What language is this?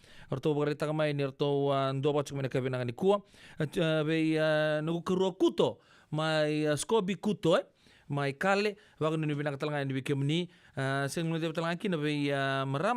Fijian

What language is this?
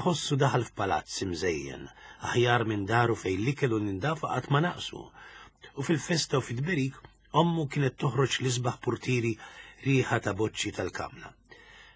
Maltese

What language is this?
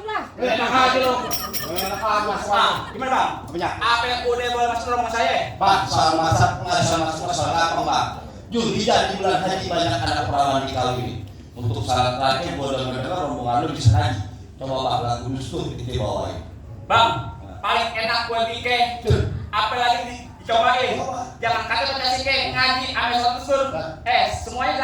Betawi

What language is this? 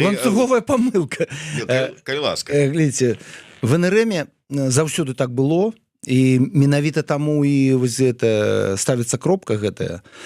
Belarusian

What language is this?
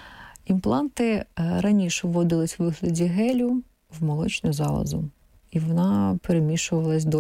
Ukrainian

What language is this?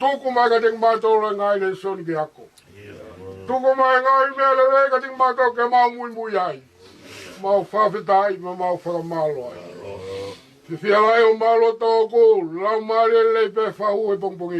Tongan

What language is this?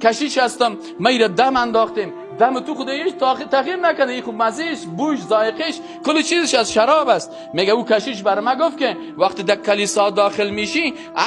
Persian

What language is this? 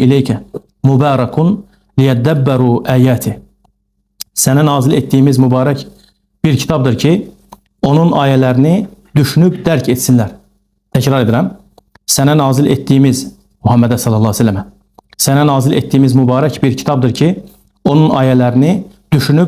Azerbaijani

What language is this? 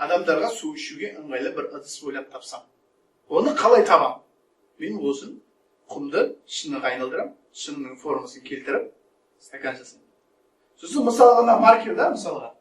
Kazakh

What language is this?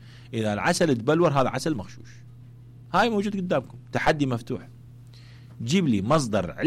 Mesopotamian Arabic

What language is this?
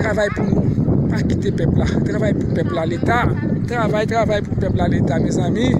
Haitian Creole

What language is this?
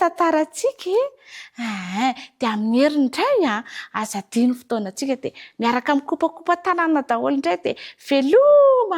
Malagasy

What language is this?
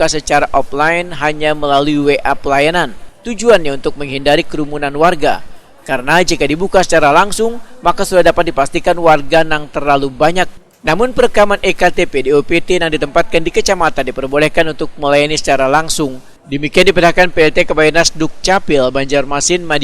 Banjar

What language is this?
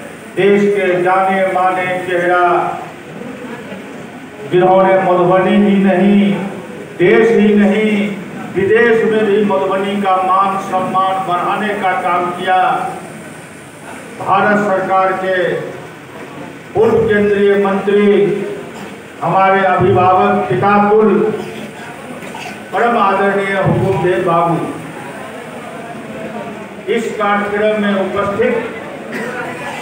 Hindi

